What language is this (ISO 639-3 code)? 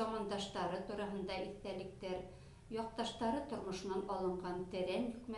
bak